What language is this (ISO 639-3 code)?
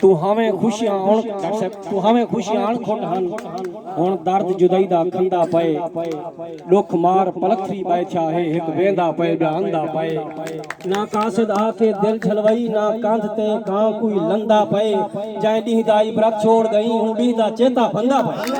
skr